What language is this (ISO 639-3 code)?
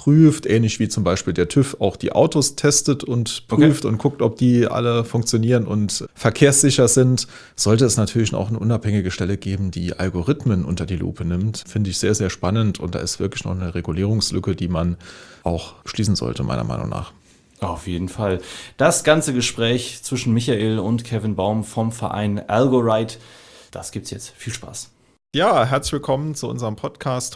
deu